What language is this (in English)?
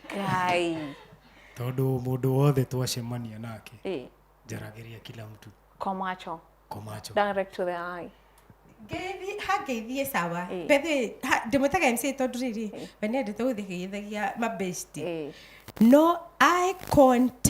Kikuyu